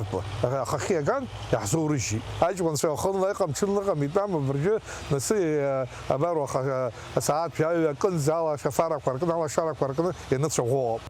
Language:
Abkhazian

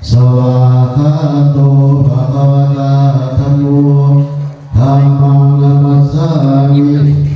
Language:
Pali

